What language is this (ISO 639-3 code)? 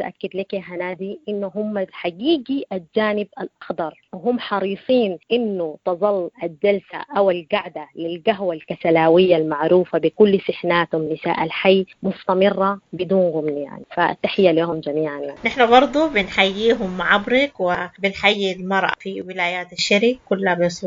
apd